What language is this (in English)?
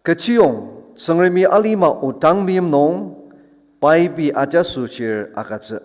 Ao Naga